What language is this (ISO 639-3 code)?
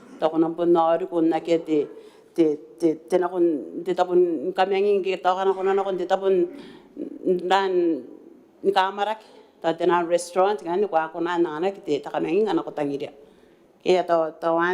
gil